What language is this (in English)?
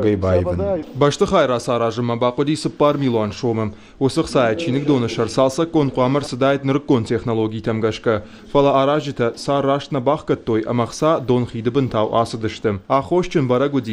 Ossetic